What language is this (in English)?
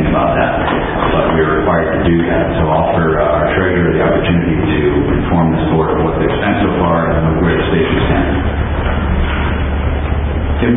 English